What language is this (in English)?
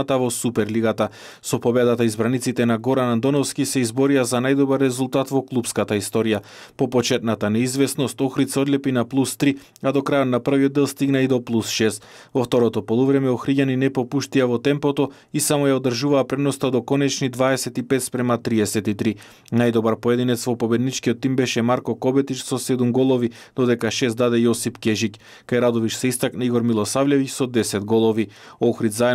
Macedonian